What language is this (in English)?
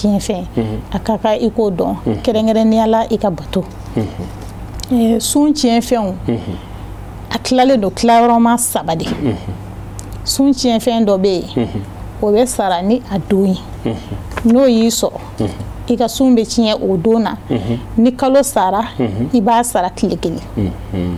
Bambara